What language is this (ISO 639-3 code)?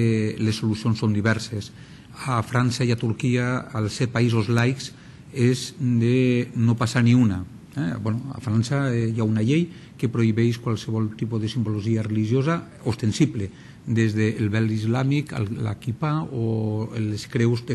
cat